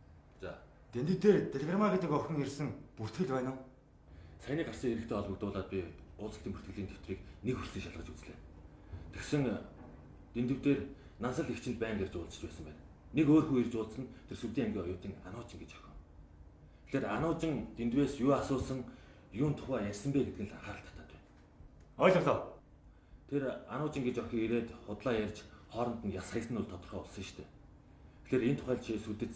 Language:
Mongolian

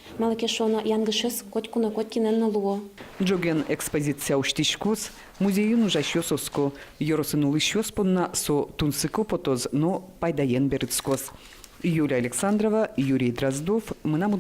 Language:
Udmurt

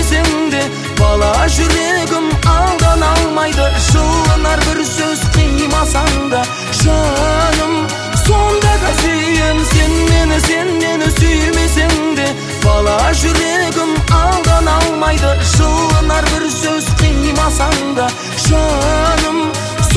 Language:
Kazakh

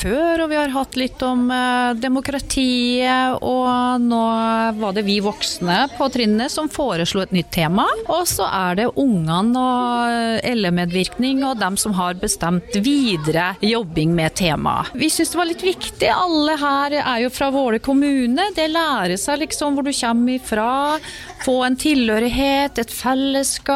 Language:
Norwegian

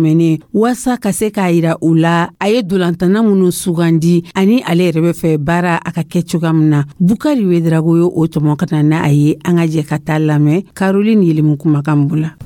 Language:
Dyula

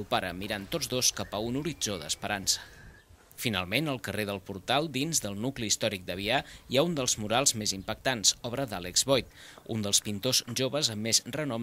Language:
Catalan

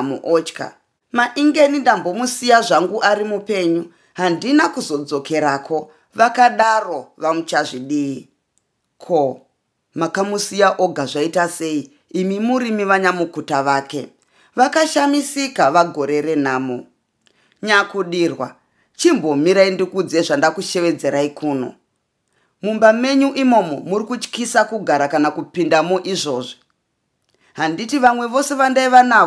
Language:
Shona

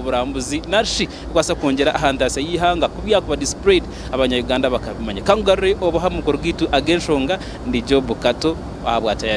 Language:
Nyankole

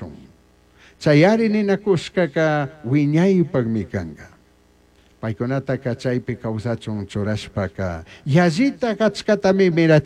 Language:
Chimborazo Highland Quichua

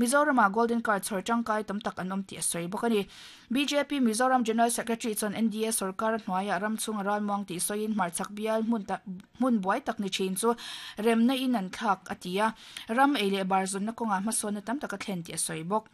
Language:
Mizo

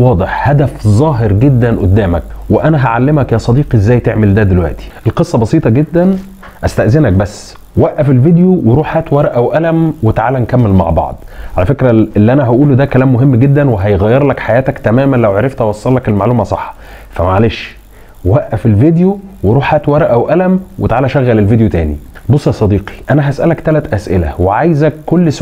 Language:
Egyptian Arabic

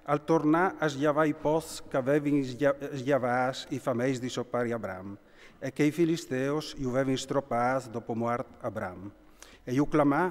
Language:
Friulian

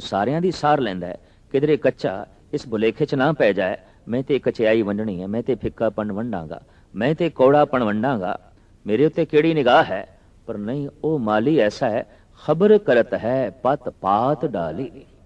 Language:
Punjabi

